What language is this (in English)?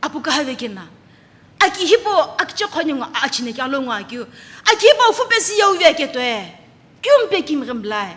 Sumi Naga